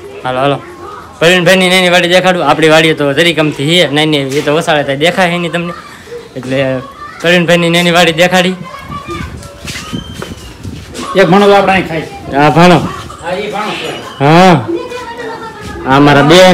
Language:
Gujarati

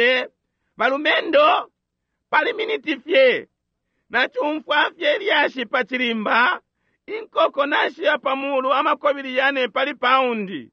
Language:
Bemba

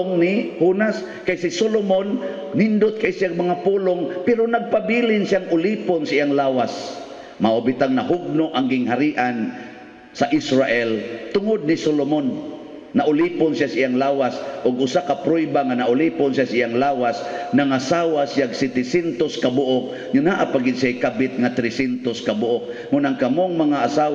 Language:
Cebuano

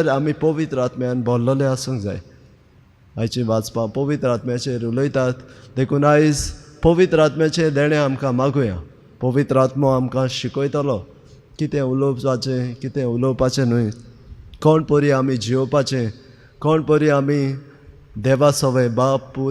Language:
Konkani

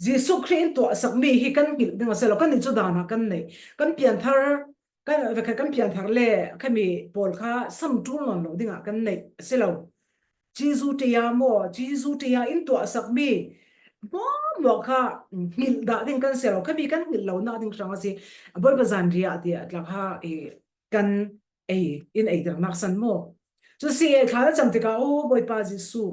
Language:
Falam Chin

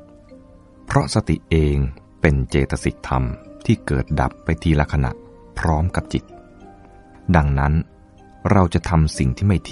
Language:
Thai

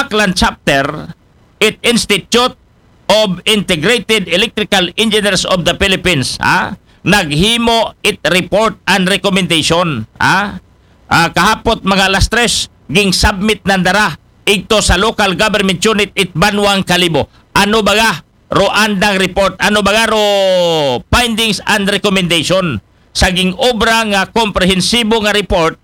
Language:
Aklanon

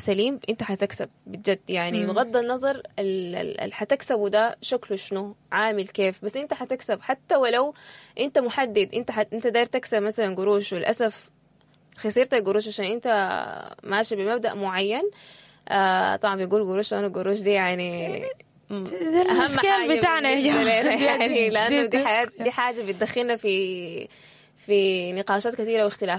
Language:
Sudanese Arabic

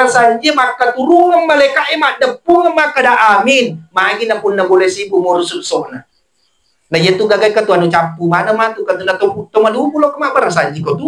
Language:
Buginese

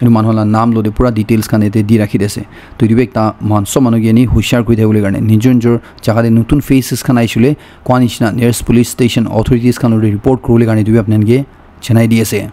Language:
Naga Pidgin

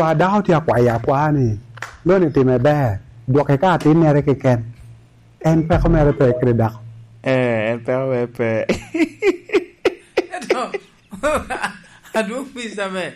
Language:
Lango (Uganda)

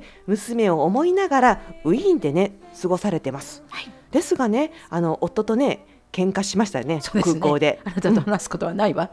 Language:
Japanese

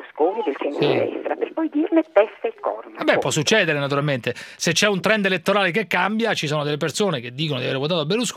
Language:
Italian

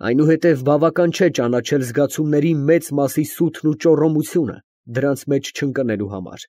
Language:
Armenian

